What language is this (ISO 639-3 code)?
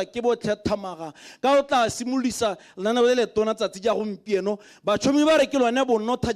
tsn